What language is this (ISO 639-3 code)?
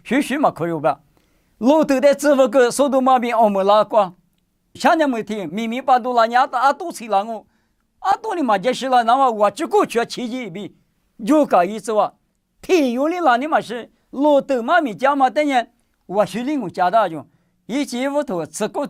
lis